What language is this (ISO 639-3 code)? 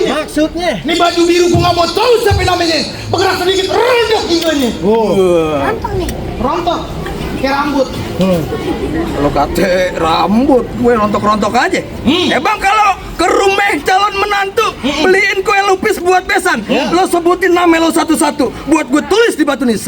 bew